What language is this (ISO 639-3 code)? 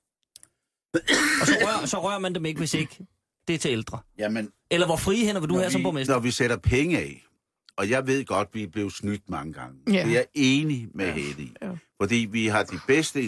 dan